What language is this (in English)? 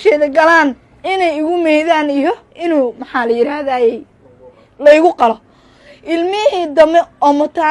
Somali